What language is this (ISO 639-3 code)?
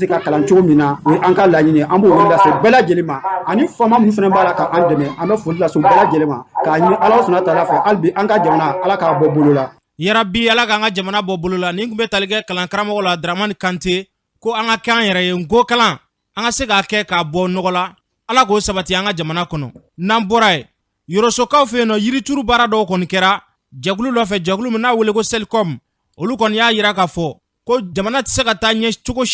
bam